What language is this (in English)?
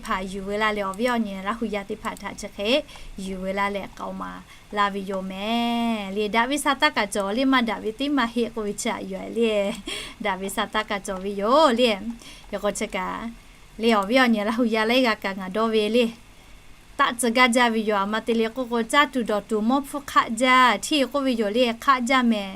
Lahu